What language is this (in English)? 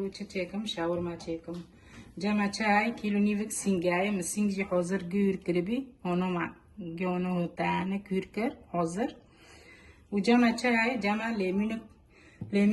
Kurdish